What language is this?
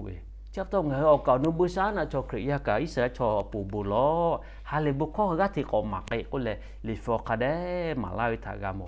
Lahu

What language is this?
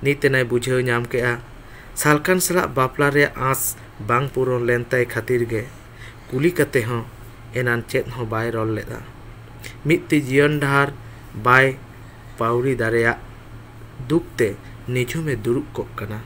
Santali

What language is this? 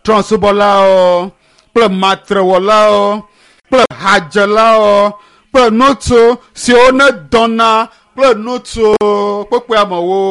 Ewe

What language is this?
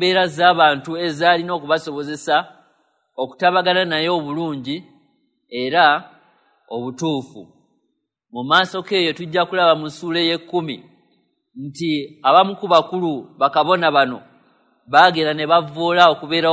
Ganda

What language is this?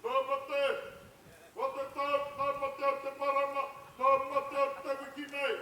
Māori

